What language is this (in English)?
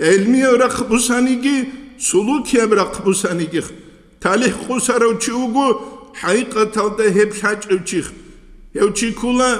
Avaric